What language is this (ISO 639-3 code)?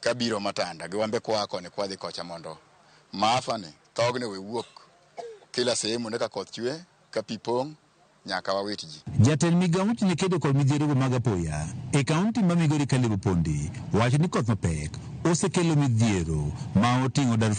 luo